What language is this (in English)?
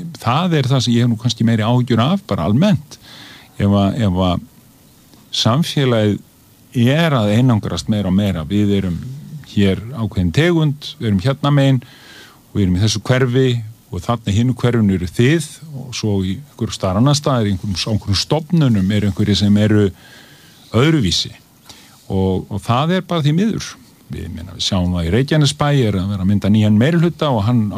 Icelandic